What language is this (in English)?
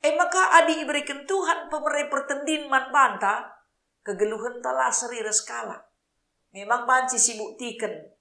Batak Karo